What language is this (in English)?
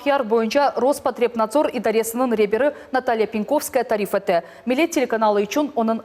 Crimean Tatar